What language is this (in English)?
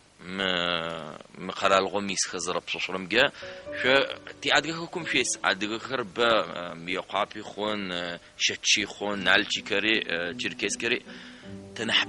Adyghe